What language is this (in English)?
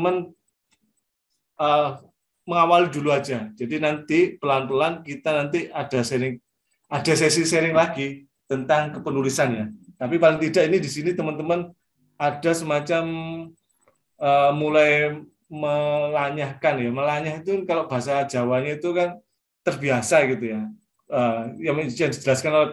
Indonesian